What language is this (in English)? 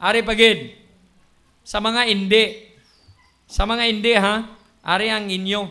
Hiligaynon